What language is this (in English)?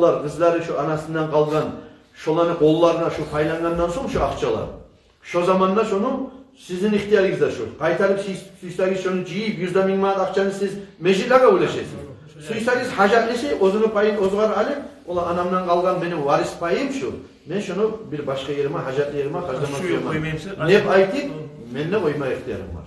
Kumyk